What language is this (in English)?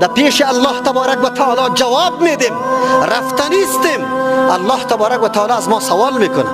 Persian